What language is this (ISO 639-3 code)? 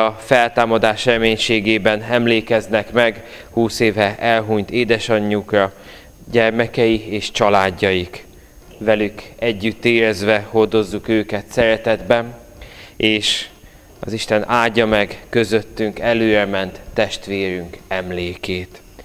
hun